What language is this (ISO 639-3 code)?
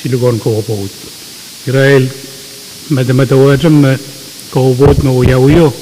pon